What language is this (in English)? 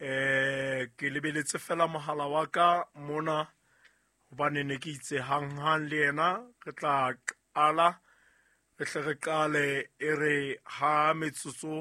Southern Sotho